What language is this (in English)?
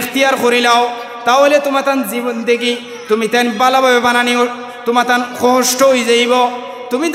Sylheti